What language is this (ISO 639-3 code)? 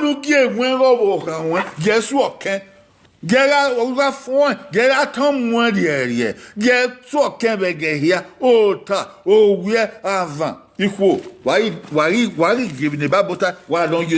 bin